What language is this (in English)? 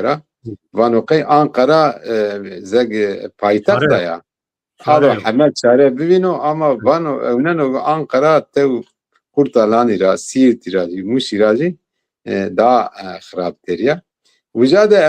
Zaza